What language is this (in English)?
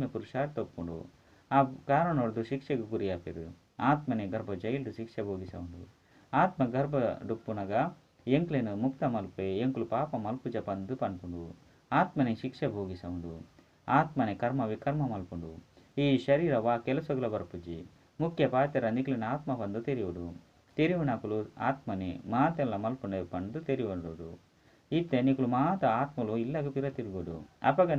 Tulu